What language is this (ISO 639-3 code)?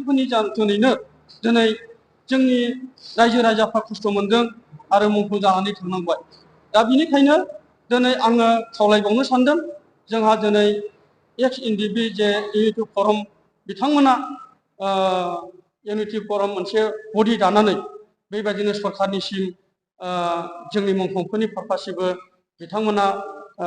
brx